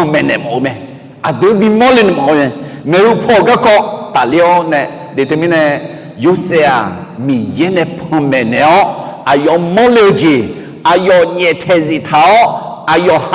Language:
Akha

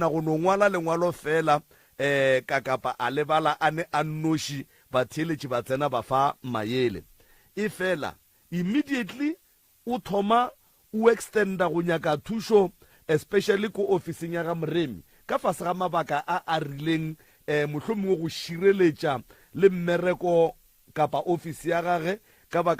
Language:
Northern Sotho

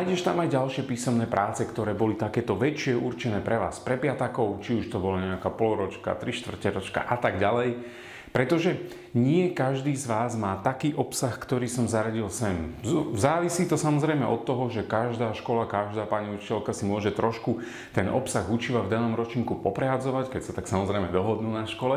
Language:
Slovak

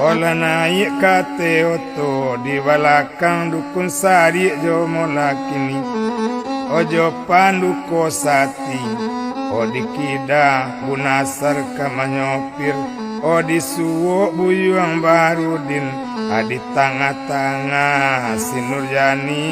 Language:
Minangkabau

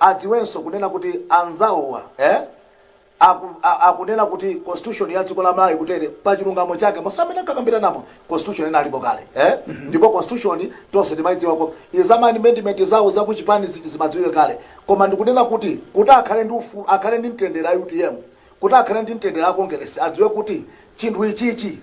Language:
Nyanja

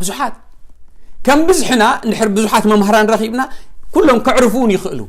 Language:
Tigrinya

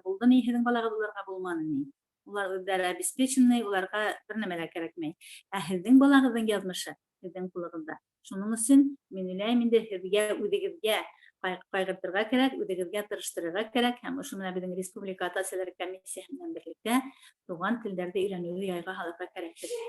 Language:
Bashkir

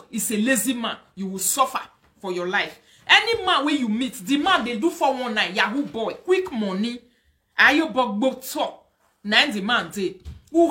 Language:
Nigerian Pidgin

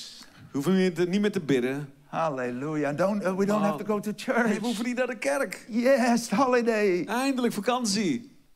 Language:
Dutch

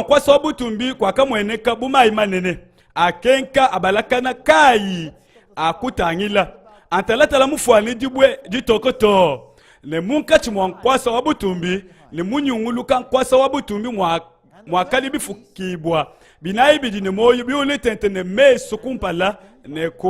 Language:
Luba-Lulua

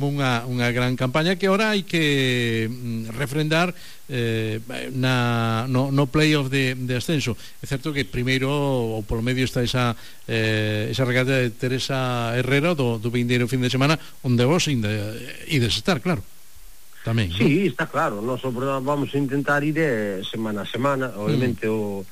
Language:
Galician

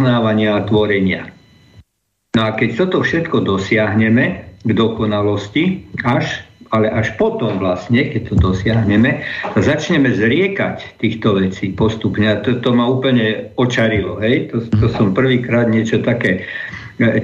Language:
Slovak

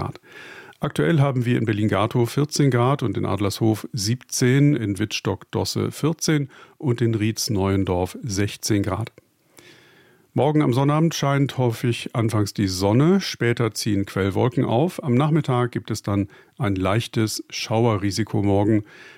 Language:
German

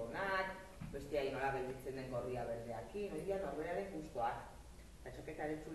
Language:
Basque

